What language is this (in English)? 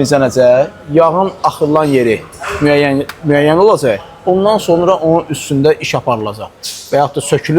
Azerbaijani